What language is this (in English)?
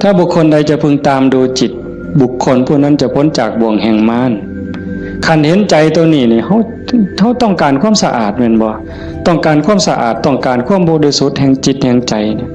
Northeastern Thai